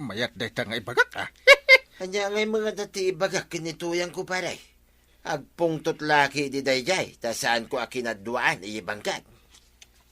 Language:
Iloko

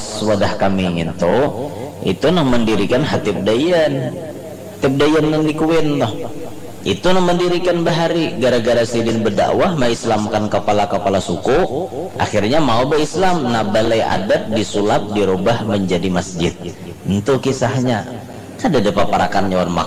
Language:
Banjar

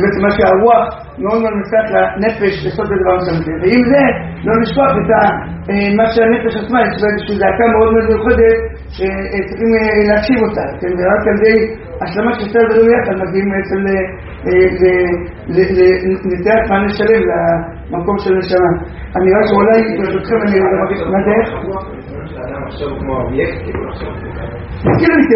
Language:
Hebrew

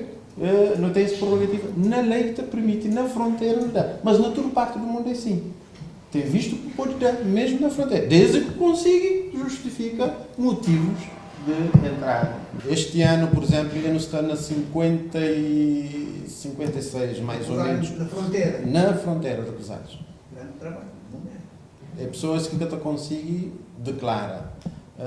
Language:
Kabuverdianu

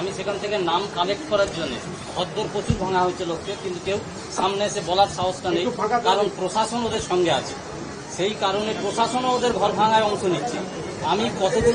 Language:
Bangla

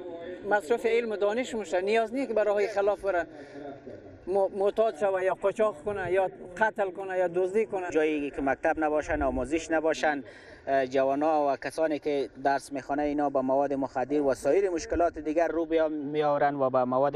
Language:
Persian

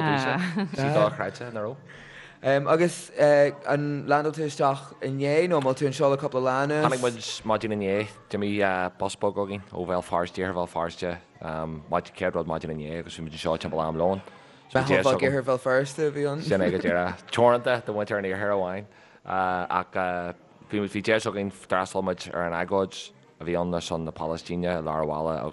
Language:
Irish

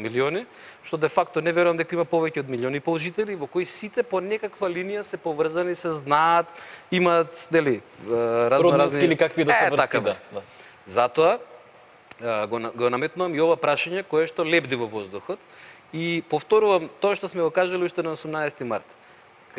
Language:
Macedonian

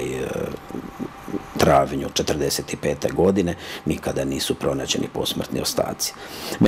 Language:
Croatian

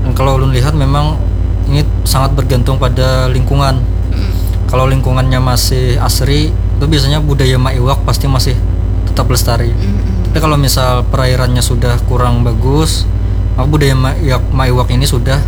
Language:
Banjar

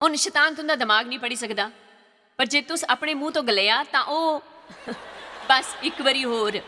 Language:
Dogri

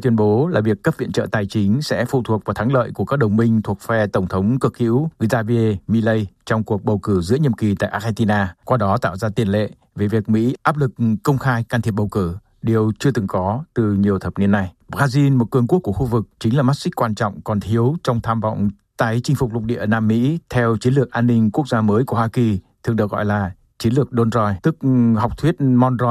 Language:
Vietnamese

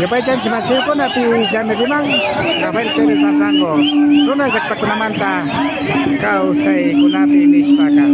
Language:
Imbabura Highland Quichua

